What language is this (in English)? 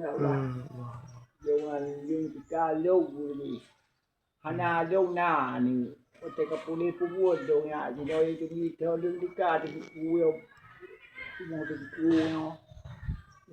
Achinese